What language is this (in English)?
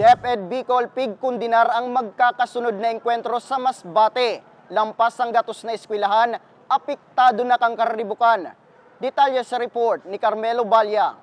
Bikol